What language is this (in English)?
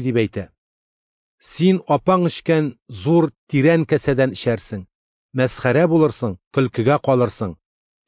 Tatar